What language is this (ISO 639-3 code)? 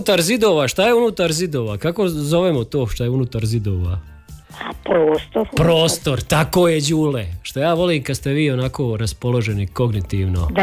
hrv